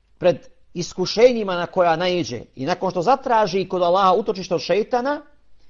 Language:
Bosnian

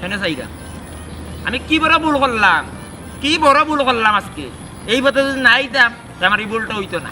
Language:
Sylheti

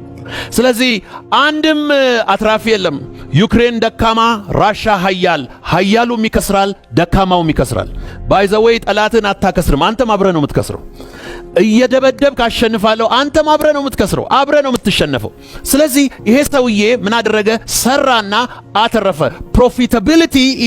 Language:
Amharic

